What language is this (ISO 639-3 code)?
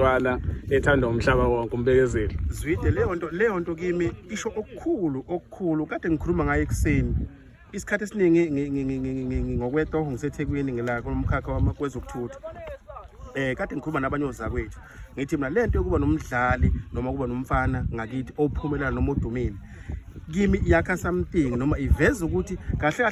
zul